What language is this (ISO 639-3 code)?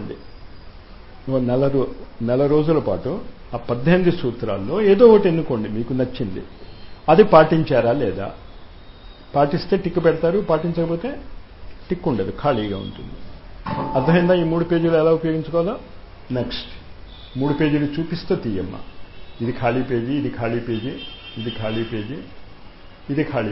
tel